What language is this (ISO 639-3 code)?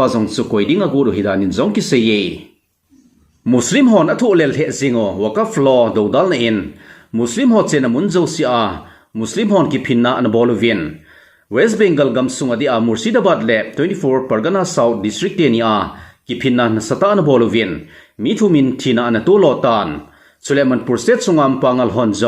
tcz